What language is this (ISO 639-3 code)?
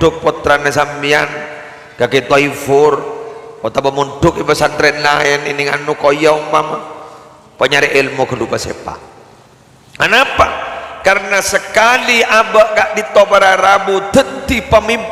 mad